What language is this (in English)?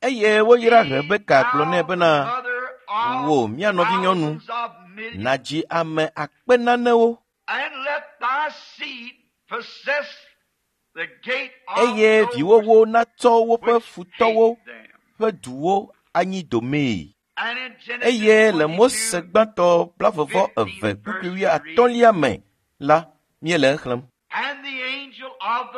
Ewe